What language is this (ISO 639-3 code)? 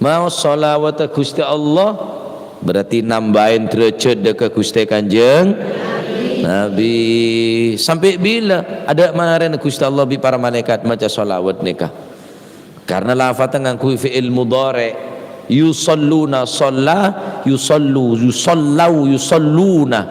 mad